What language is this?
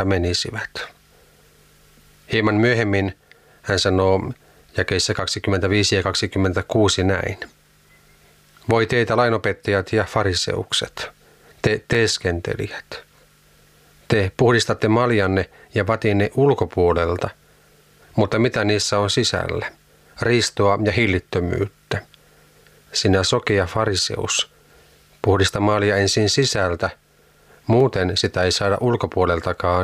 Finnish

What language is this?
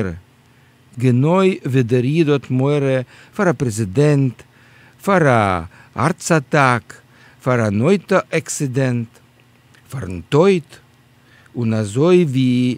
Yiddish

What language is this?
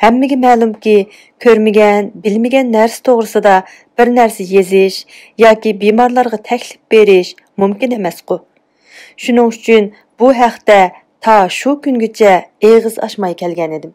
Uyghur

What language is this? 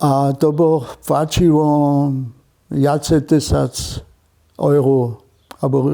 Upper Sorbian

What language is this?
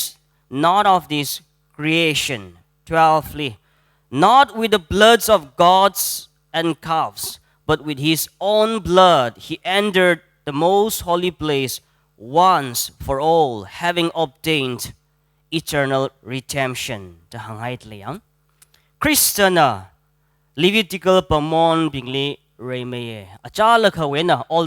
Tangkhul Naga (India)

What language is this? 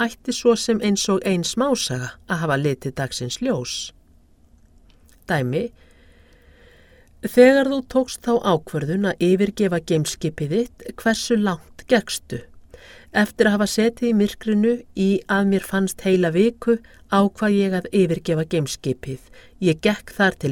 Icelandic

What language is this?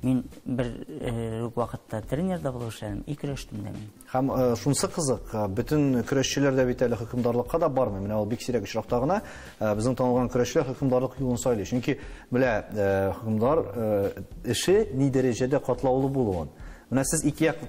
Tatar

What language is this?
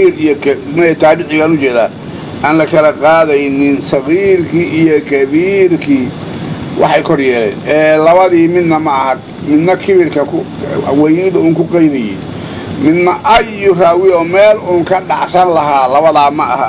Somali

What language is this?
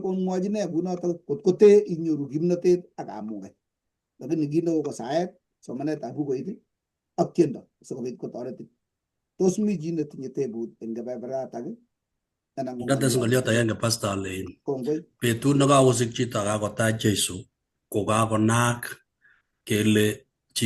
Kalenjin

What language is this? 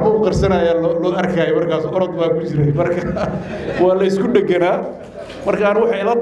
Somali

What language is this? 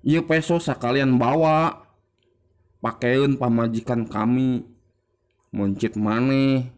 Sundanese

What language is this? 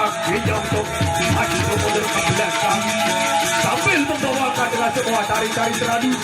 Sasak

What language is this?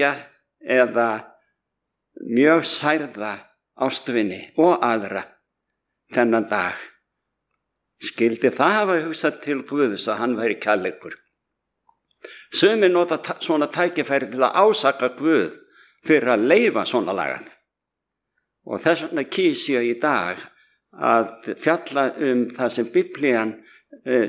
Icelandic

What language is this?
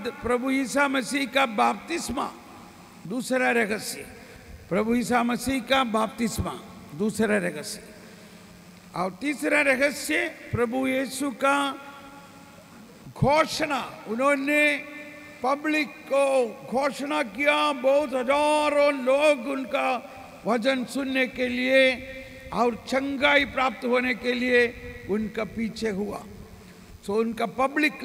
Hindi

